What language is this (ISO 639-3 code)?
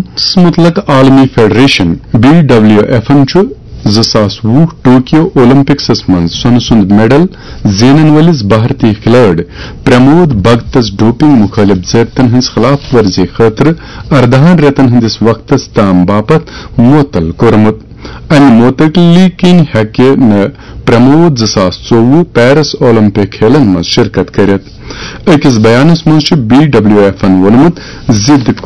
kas